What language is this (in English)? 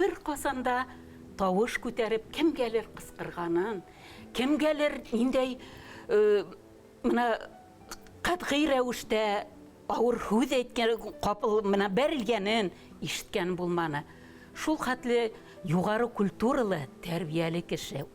Bashkir